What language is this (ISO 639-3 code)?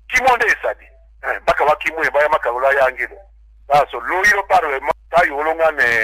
tll